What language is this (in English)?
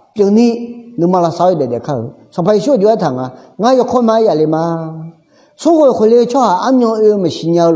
Akha